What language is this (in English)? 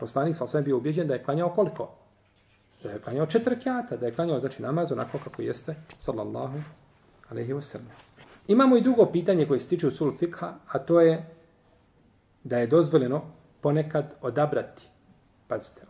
Bosnian